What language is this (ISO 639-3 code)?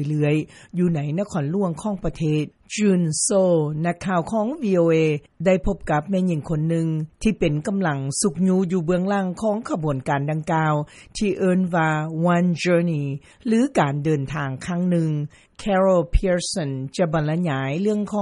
lao